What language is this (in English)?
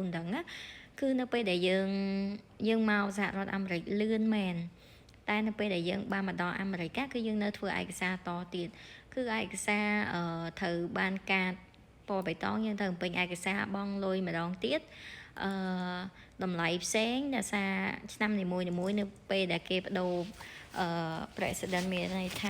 Khmer